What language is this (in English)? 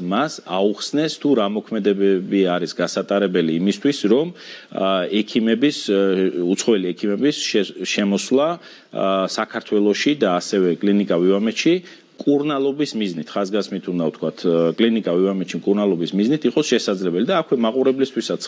Georgian